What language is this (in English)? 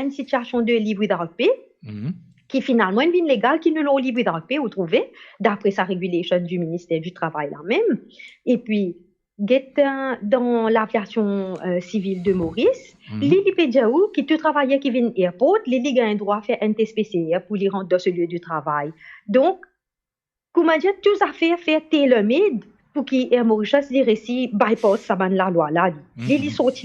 Morisyen